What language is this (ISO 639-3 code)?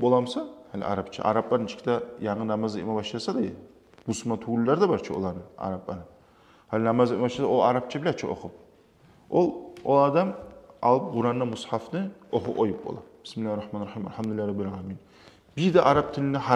kum